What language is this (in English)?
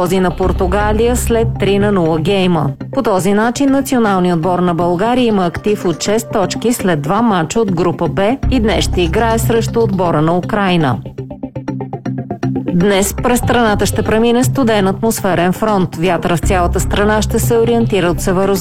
Bulgarian